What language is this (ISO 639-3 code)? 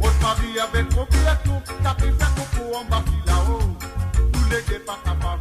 mfe